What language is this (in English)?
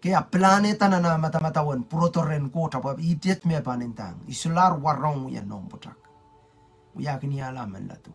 Pohnpeian